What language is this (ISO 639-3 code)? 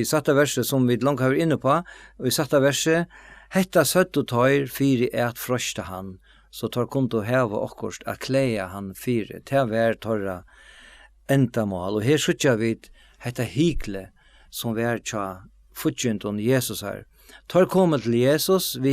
fao